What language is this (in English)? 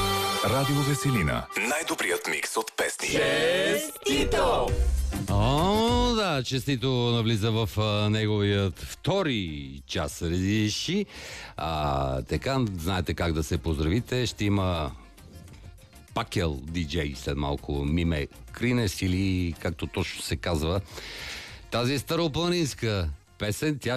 Bulgarian